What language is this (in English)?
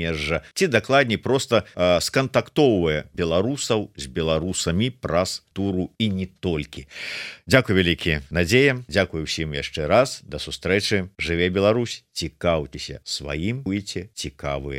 Belarusian